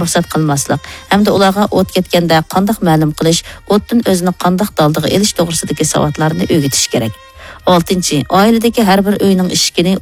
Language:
Uyghur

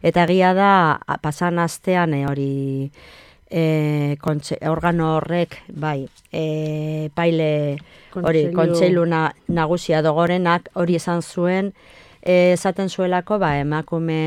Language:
Basque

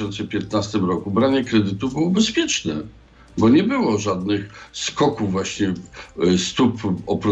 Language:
Polish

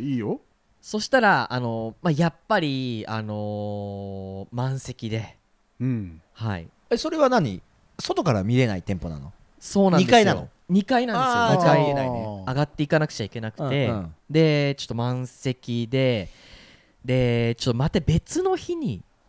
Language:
Japanese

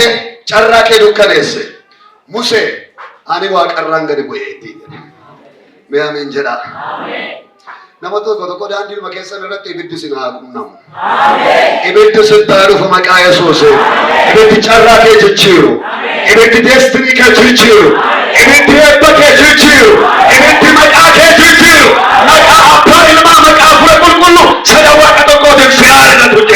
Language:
Oromo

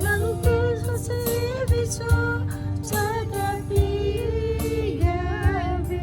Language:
Lahu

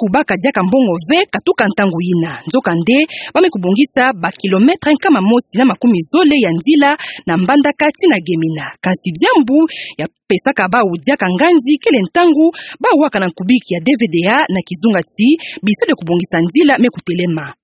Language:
Kituba (Democratic Republic of Congo)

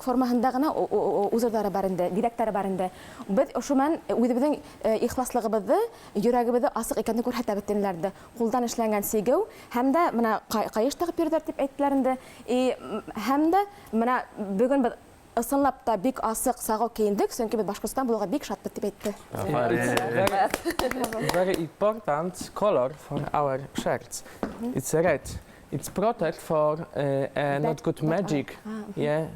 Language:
Bashkir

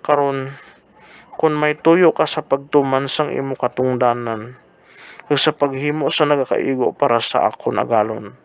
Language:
Hiligaynon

